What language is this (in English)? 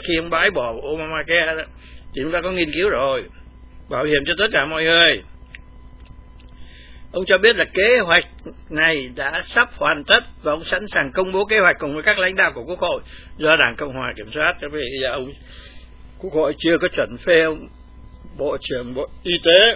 Vietnamese